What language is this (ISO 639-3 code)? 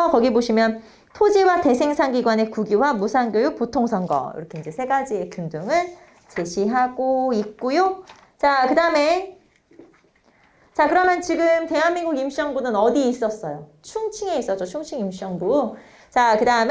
kor